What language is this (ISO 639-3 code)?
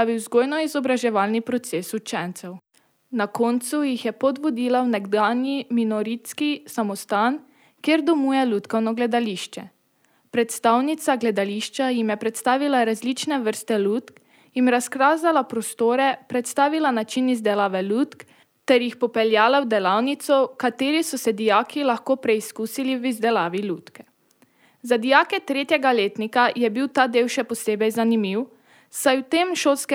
slv